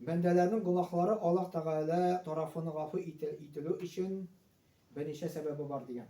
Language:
Tatar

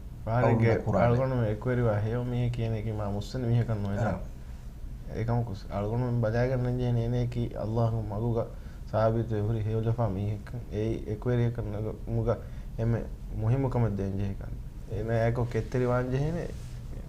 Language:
Divehi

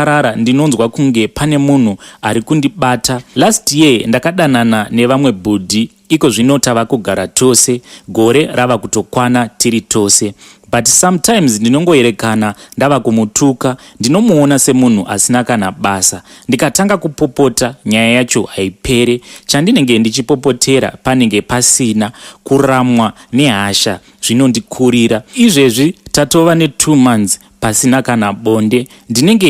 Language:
Shona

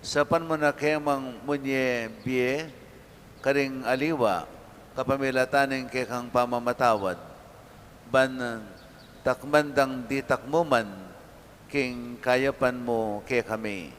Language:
Pampanga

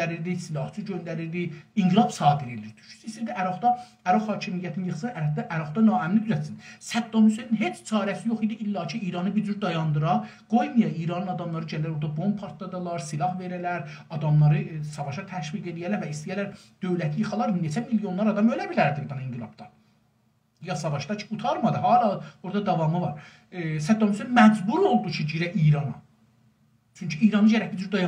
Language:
South Azerbaijani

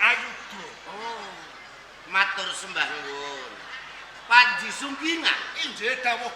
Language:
Javanese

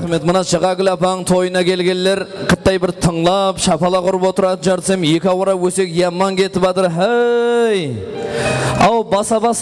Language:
Kara-Kalpak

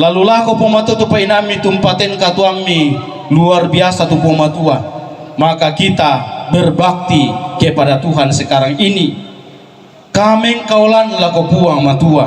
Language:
Toraja-Sa'dan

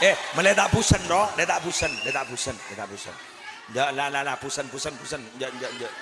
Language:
Madurese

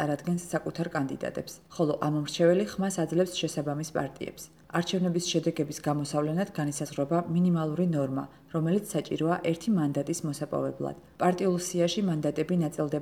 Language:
Georgian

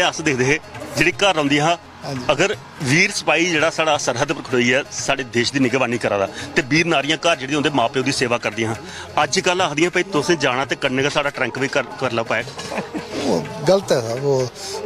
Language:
Dogri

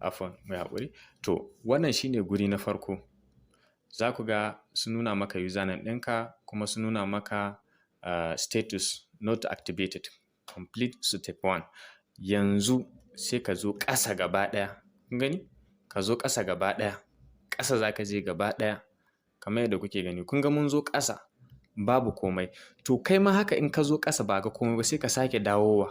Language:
Hausa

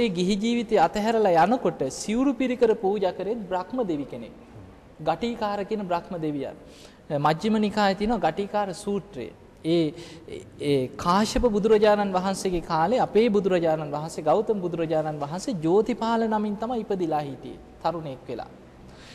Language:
Sinhala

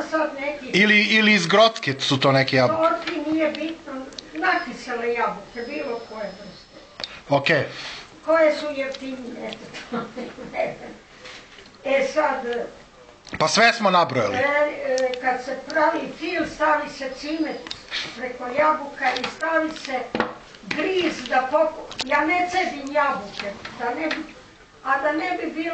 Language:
Serbian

